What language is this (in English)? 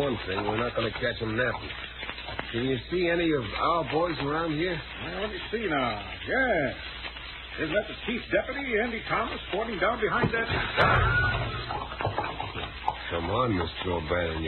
English